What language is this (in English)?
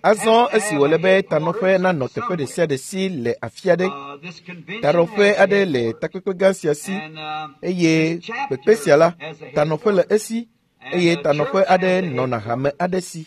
Ewe